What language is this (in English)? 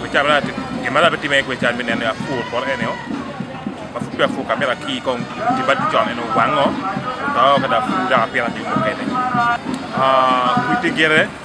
Acoli